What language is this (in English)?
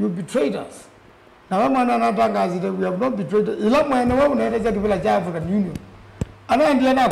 Kamba